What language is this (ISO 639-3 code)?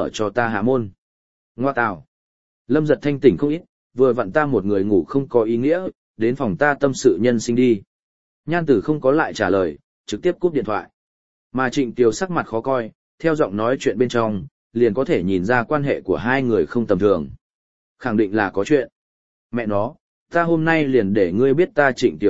vie